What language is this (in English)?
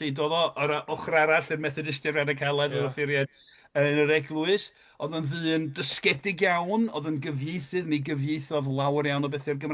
Welsh